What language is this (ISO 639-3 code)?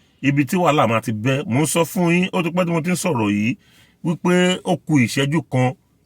yor